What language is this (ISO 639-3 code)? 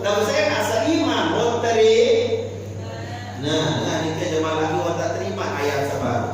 sas